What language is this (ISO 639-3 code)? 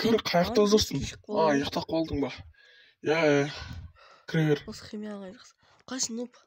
kaz